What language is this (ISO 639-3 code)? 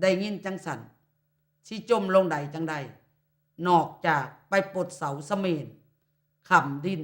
lao